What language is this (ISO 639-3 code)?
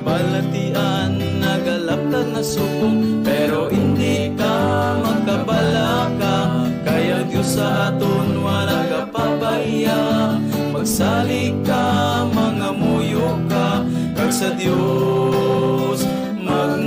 hil